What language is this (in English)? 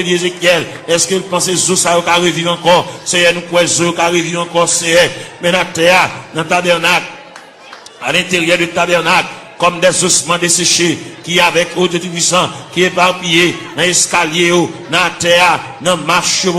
Haitian Creole